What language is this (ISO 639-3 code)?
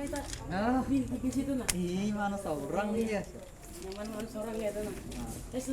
bjn